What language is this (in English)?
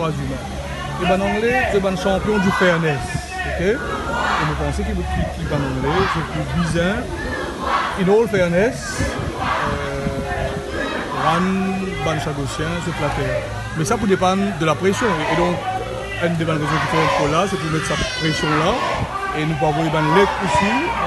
Morisyen